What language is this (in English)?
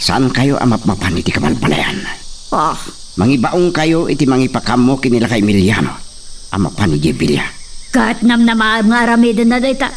Iloko